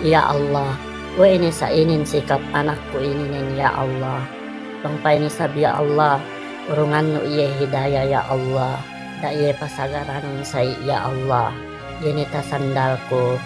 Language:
Yakan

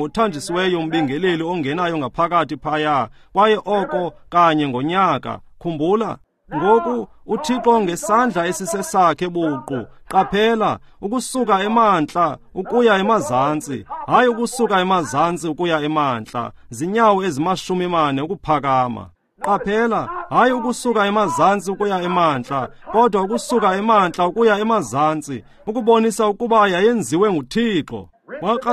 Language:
Xhosa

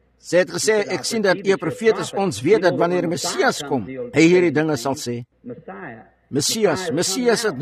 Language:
Afrikaans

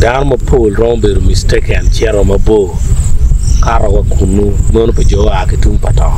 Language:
Acoli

